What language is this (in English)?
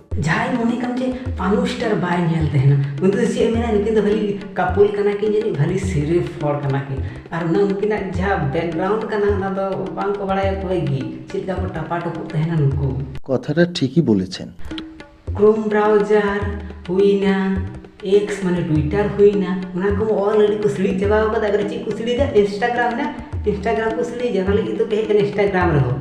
Santali